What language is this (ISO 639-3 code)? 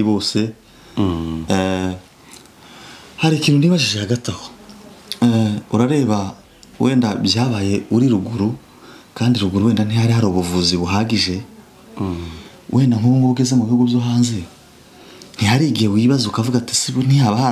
kin